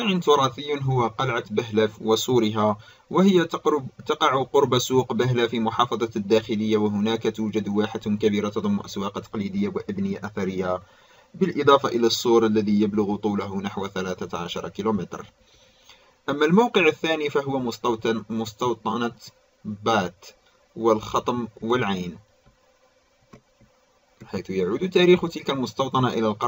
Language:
Arabic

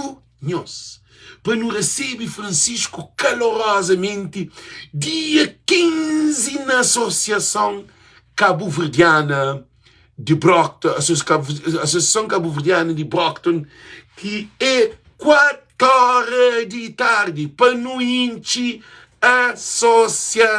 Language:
Kabuverdianu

